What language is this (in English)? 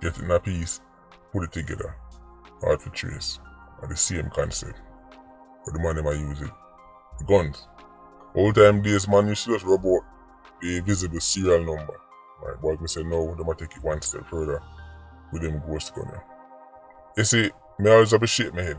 Jamaican Creole English